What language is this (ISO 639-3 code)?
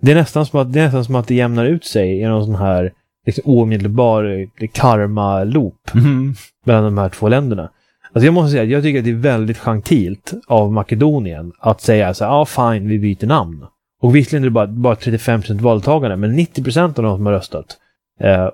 swe